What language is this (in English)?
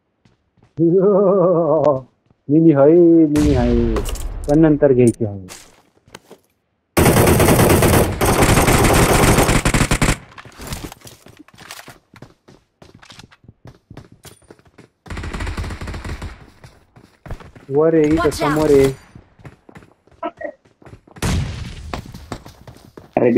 Marathi